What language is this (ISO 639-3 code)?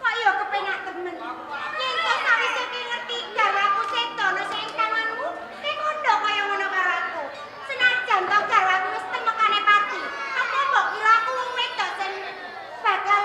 jav